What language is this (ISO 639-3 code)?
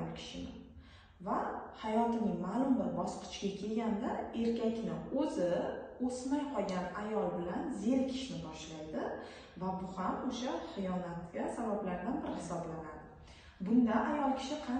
uzb